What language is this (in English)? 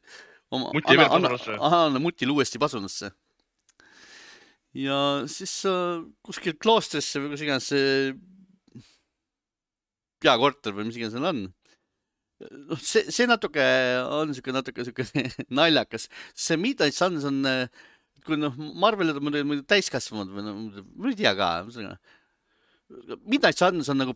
Estonian